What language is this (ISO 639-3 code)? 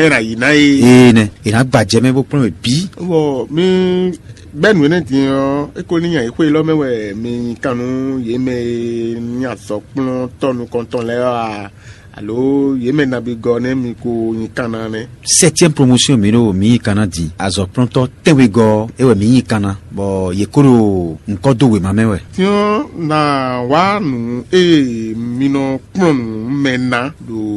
fon